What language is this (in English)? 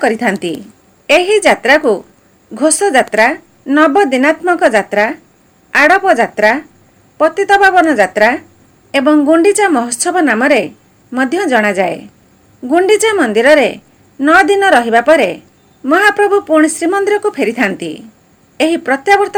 Odia